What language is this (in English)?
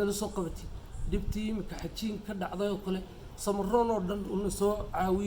Somali